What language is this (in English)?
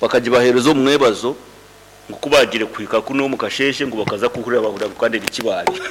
Nyoro